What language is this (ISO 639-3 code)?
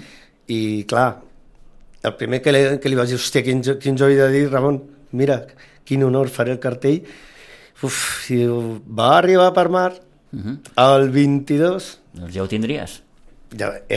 cat